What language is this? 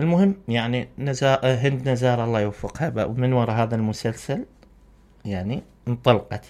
Mesopotamian Arabic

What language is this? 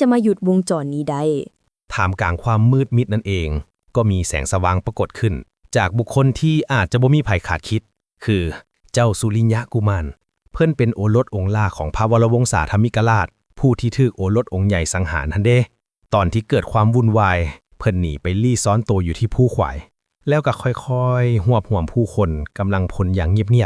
Lao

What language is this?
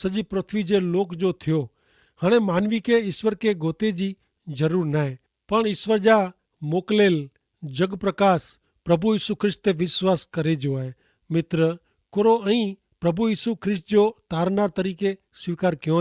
Kachhi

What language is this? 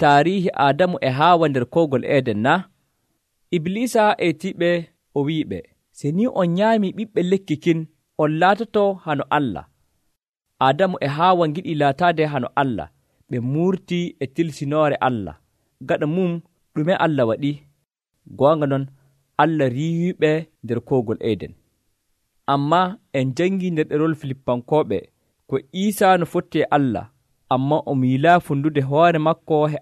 Nigerian Fulfulde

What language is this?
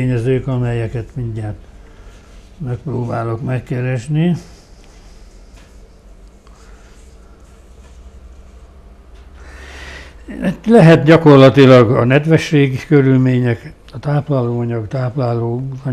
Hungarian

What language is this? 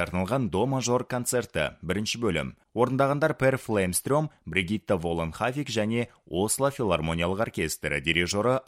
Kazakh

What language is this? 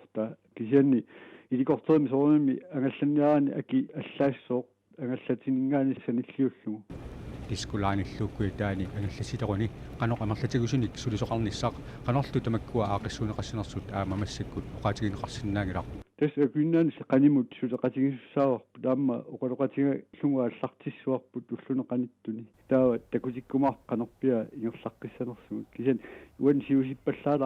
Kalaallisut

